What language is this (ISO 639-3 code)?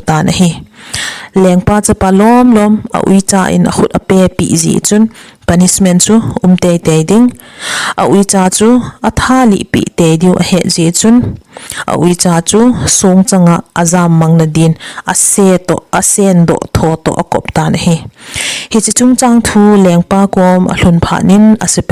tcz